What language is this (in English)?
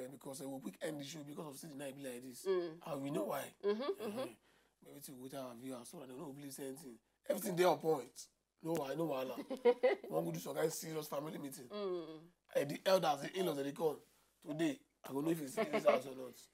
Nigerian Pidgin